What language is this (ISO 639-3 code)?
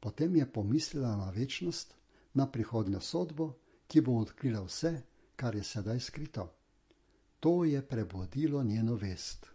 slv